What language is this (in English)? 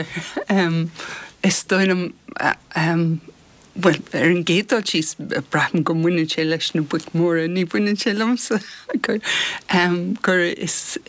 Irish